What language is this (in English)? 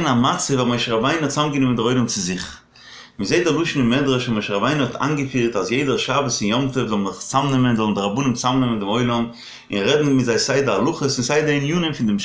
Yiddish